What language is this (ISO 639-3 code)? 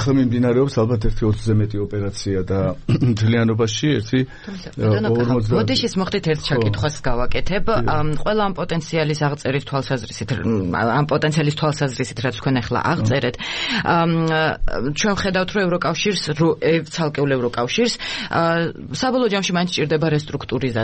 kat